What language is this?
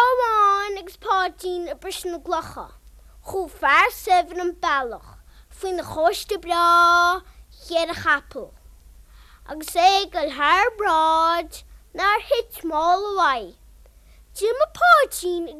Irish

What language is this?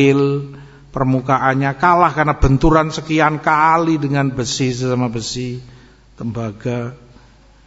Indonesian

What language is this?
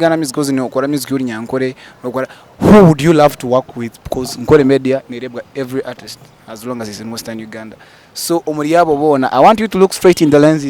Nyankole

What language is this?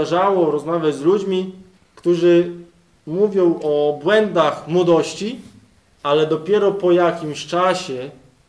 Polish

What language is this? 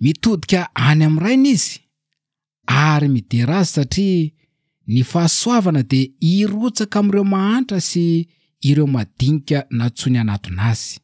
Malagasy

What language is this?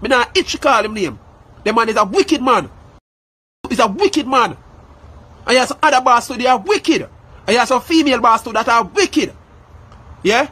Jamaican Creole English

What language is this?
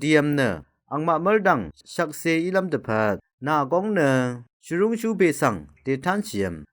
Rawang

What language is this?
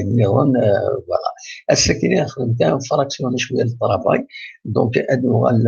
Kabyle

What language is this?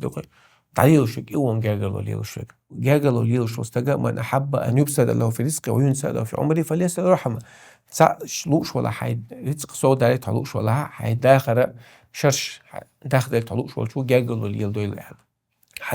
Chechen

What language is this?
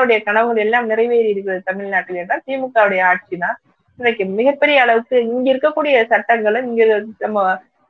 Tamil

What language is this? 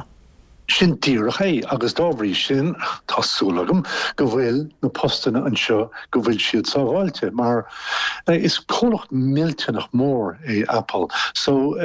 Irish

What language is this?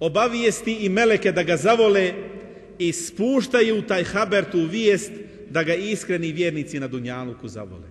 Bosnian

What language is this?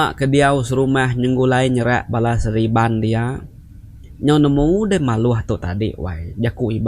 Iban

